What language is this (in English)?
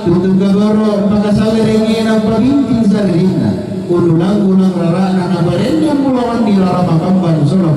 Toraja-Sa'dan